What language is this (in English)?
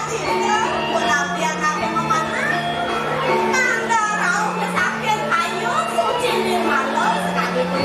Balinese